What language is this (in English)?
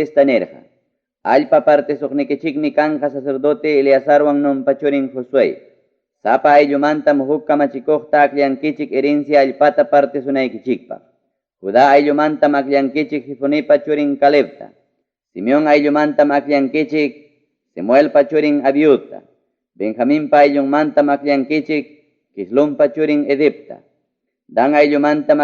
Ayacucho Quechua